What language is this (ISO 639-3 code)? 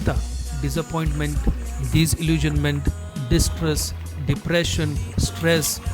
kok